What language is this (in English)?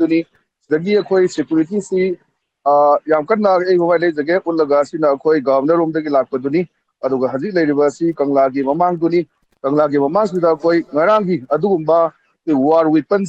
Manipuri